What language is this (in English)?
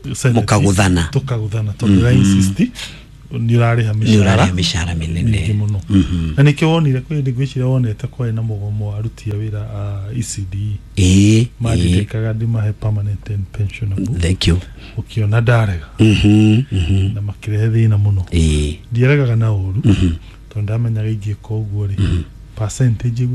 Kikuyu